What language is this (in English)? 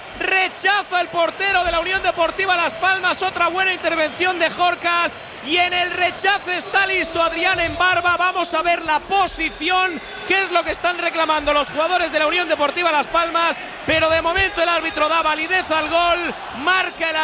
Spanish